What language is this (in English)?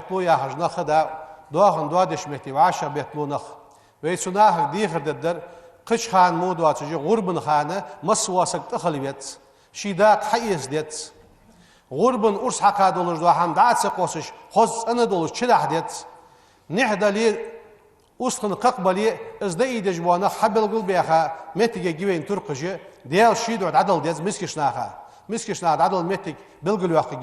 Ingush